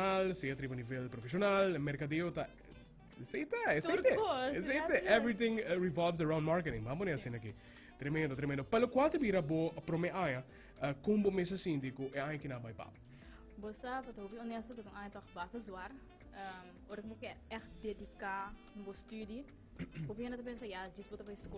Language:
Papiamento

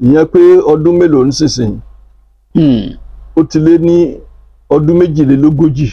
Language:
Yoruba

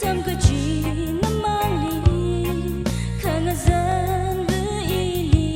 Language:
Tangkhul Naga (India)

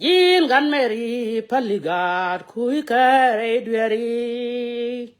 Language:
Nuer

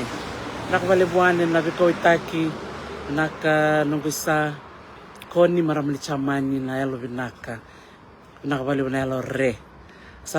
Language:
Fijian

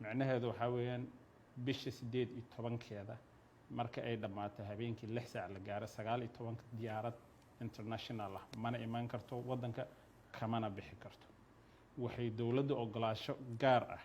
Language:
Somali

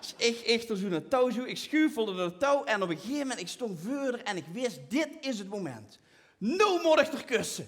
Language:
Limburgish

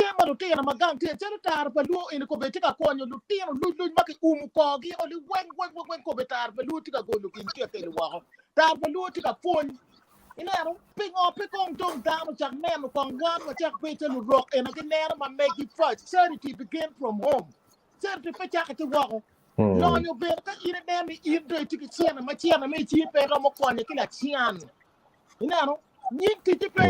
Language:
Acoli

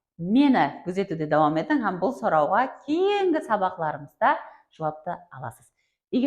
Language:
Kara-Kalpak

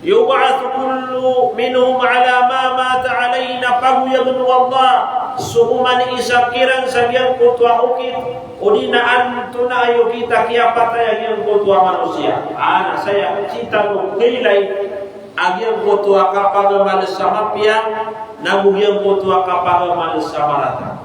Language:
Maranao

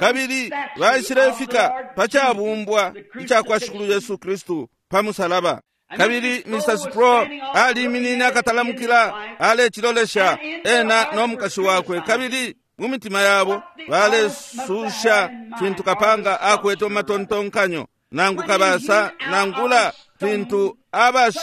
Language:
Bemba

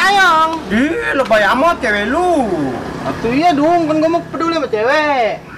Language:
Betawi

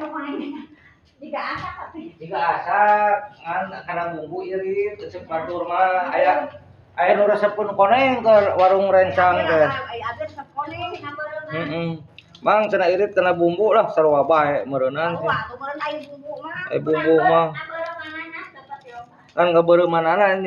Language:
Sundanese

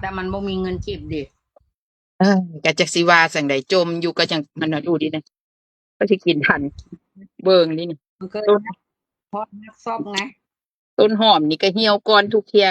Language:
Northeastern Thai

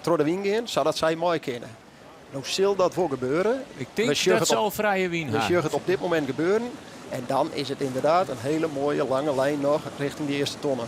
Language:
Western Frisian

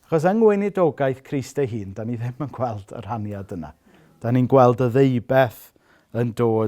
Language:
Welsh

